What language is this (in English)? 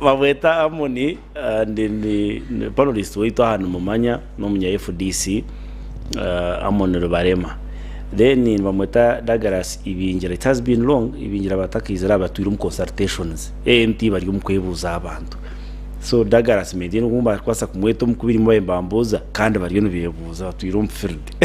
Nyankole